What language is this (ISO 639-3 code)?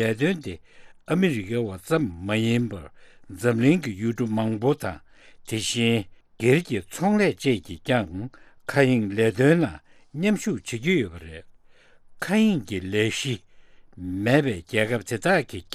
bod